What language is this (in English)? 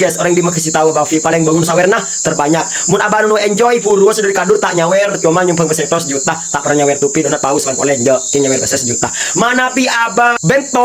Madurese